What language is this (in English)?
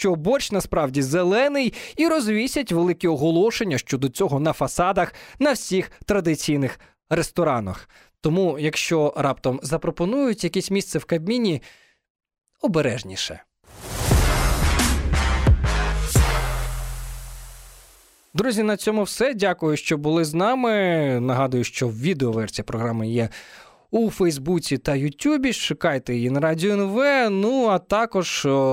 Ukrainian